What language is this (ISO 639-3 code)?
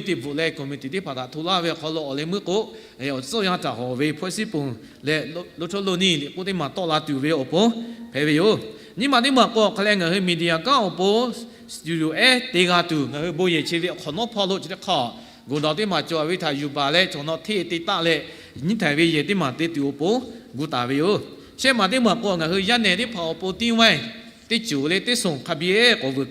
lhu